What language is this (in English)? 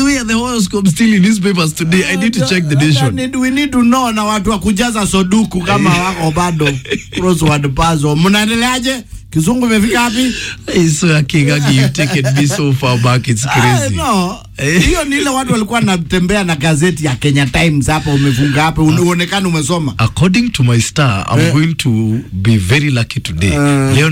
Swahili